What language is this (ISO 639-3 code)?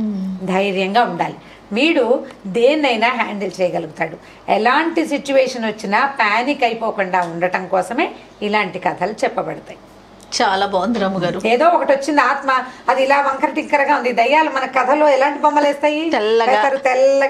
tel